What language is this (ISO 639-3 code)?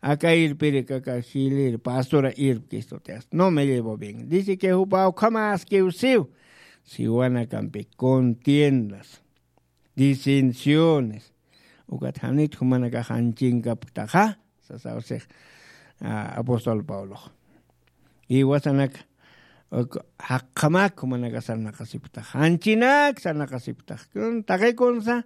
aym